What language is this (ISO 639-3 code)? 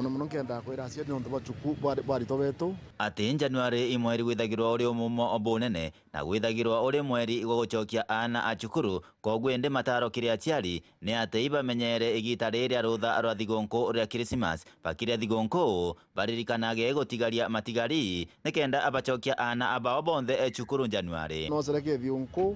mer